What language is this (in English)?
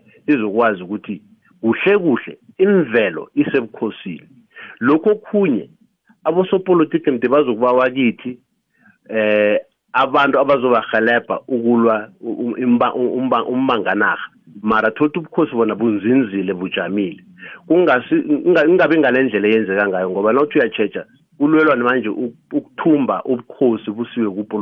South Ndebele